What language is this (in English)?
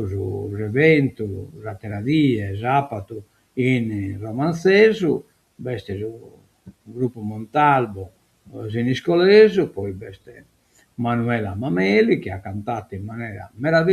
Sardinian